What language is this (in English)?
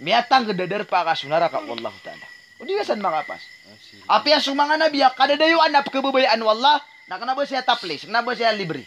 Maranao